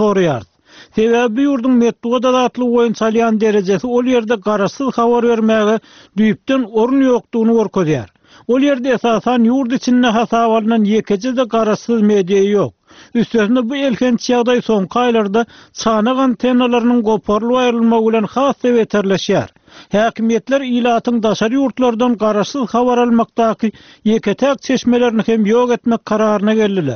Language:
Turkmen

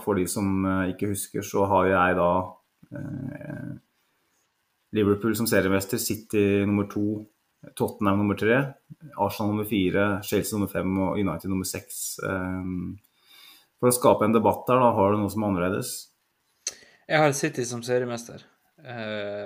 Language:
Norwegian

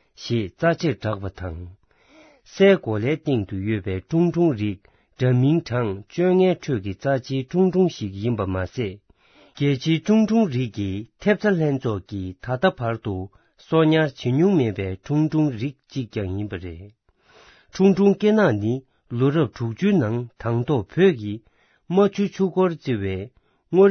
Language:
Tibetan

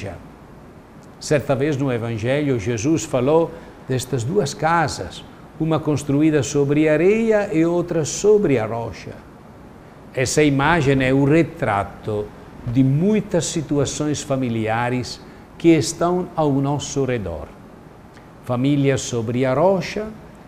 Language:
Portuguese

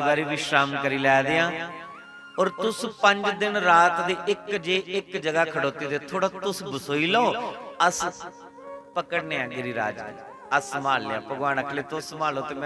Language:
Dogri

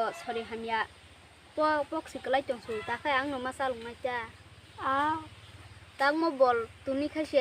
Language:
Kok Borok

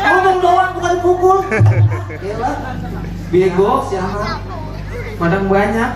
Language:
Betawi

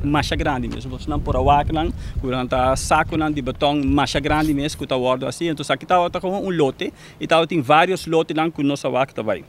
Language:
Papiamento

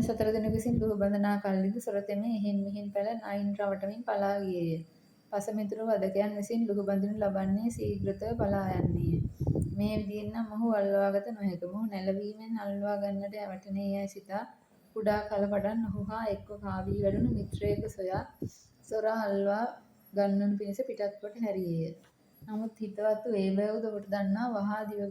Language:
Sinhala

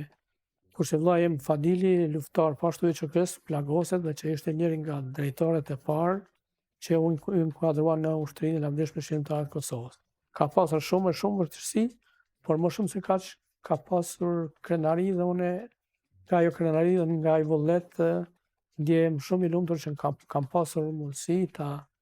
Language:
Albanian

